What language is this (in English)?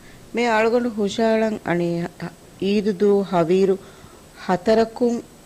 Divehi